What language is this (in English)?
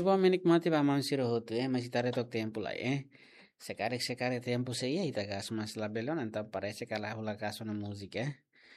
Tetum